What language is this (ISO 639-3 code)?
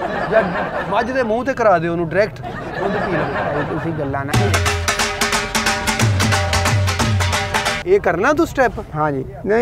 pan